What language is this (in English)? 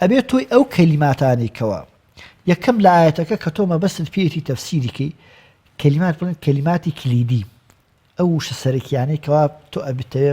Central Kurdish